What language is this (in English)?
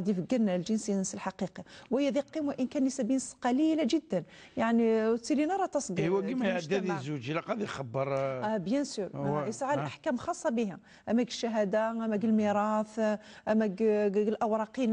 Kabyle